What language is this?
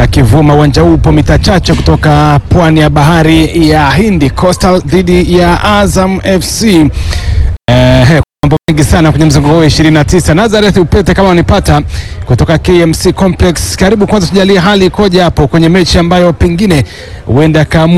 Swahili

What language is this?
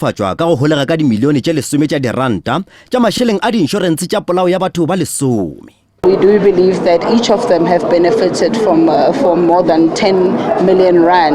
Northern Sotho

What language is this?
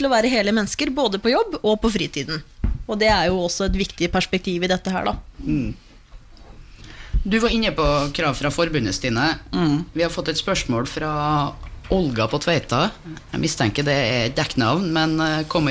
Norwegian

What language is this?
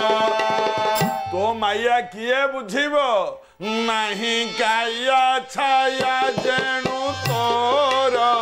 Odia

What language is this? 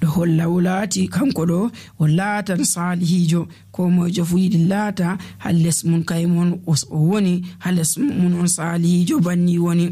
Nigerian Fulfulde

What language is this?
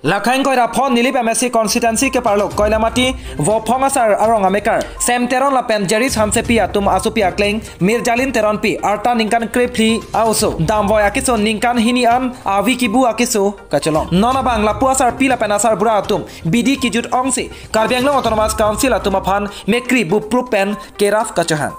Karbi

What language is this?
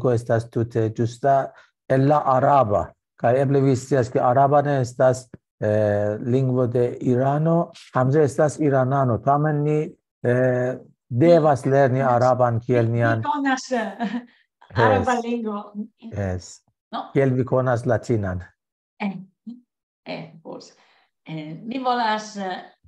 Esperanto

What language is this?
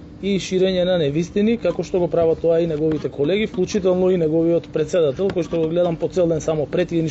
Macedonian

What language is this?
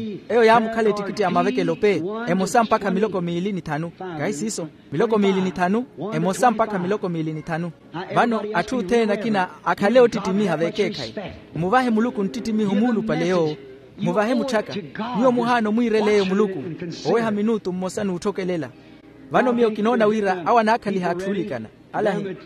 Makhuwa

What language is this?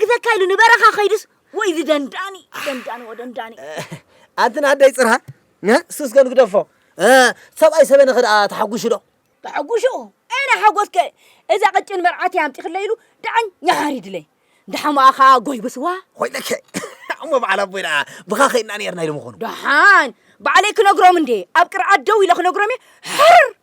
Tigrinya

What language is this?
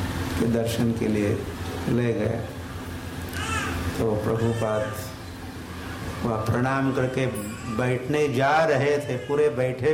Hindi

